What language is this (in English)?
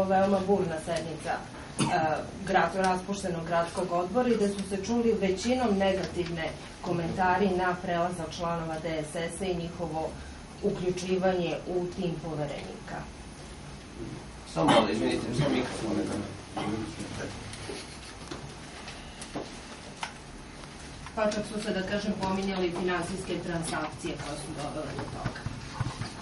Serbian